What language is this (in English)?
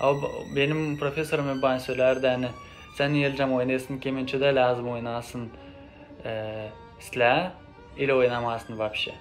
Gagauz